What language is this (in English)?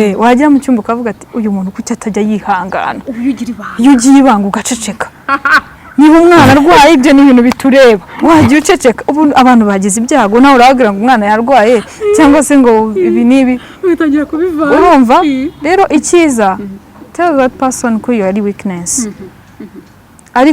Kinyarwanda